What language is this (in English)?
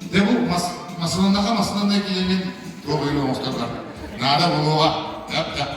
Yakut